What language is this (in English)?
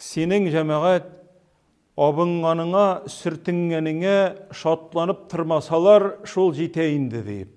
Tatar